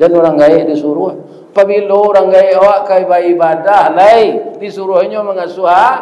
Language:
Minangkabau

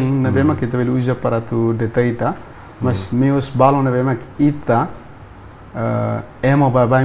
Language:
Tetum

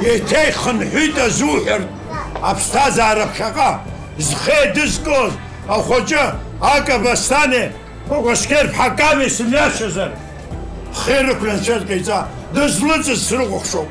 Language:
Abkhazian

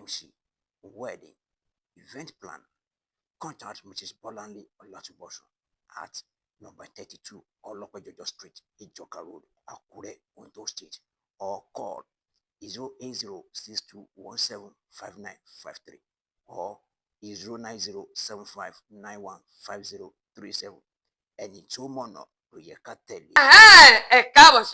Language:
Yoruba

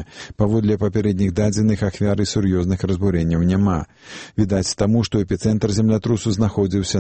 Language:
Belarusian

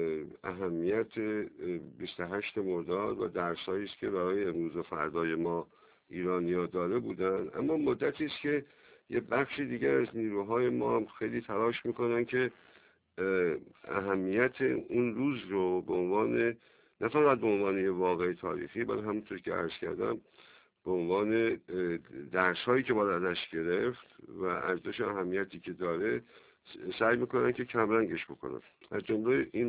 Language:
Persian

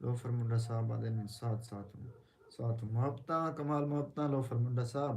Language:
Saraiki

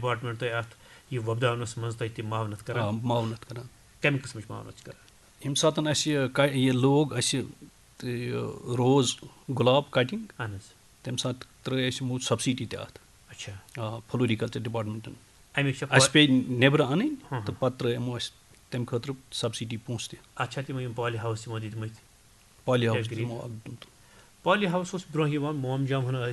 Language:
Kashmiri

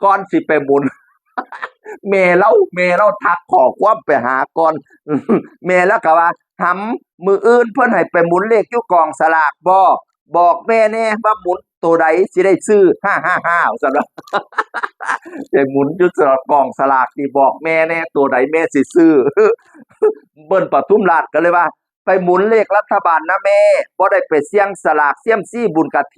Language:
Northeastern Thai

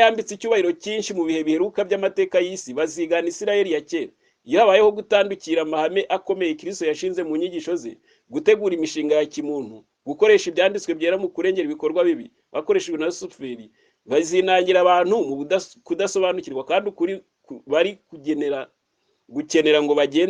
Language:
Kinyarwanda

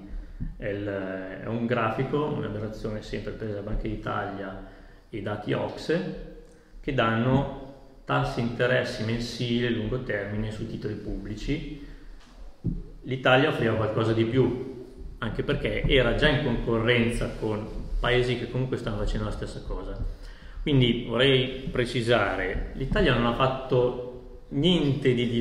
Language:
Italian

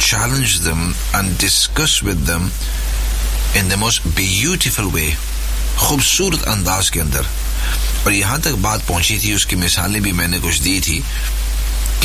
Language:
Urdu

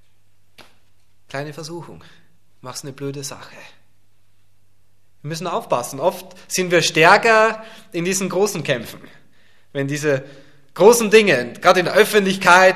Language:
German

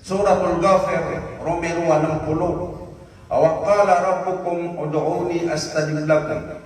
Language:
Maranao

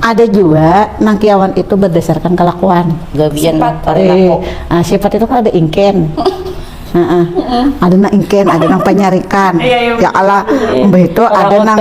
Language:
Banjar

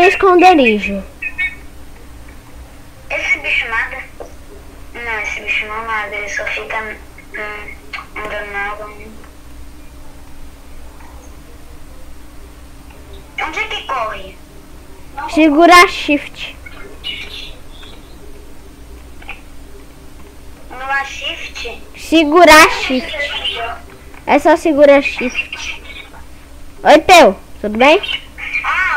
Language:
Portuguese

